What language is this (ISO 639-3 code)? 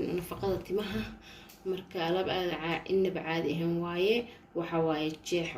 som